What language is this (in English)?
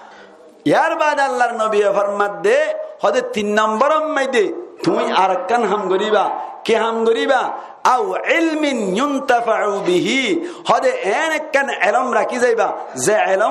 Rohingya